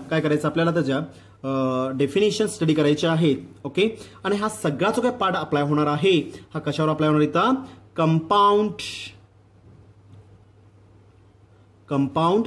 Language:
Marathi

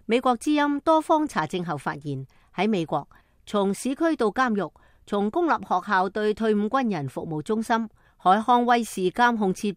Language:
Cantonese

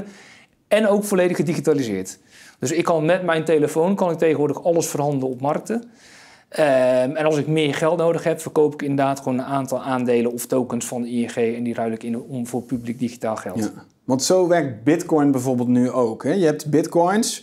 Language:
Dutch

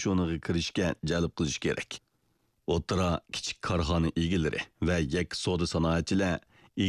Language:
Uyghur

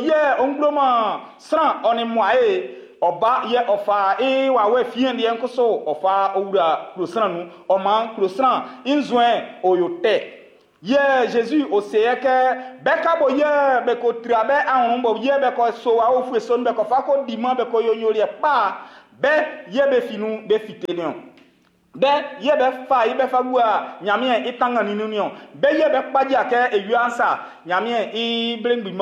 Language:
Baoulé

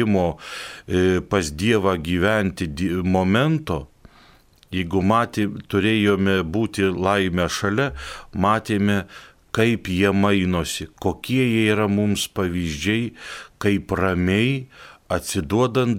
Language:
Lithuanian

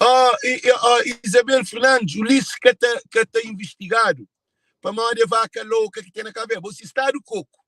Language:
Kabuverdianu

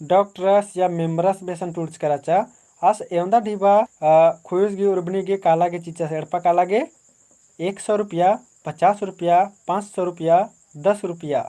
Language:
Kurukh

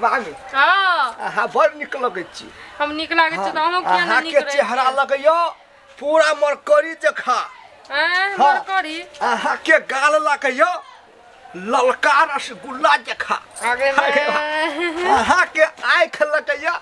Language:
Maithili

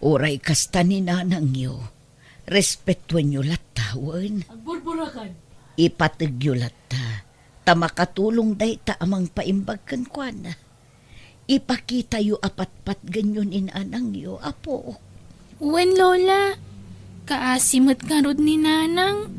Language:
Iloko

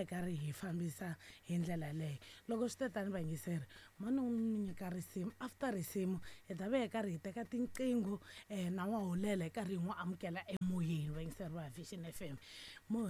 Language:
Tsonga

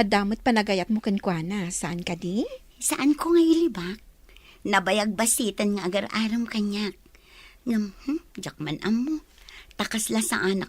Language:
Iloko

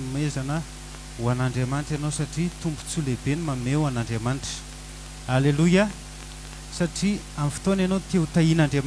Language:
Malagasy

